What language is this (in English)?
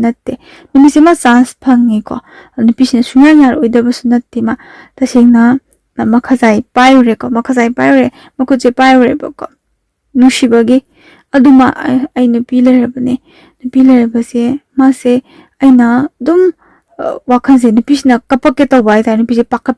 Manipuri